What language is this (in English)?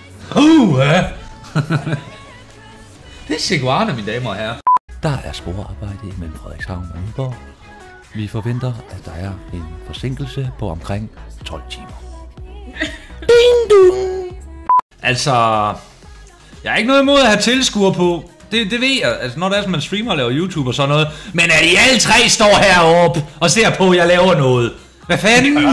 Danish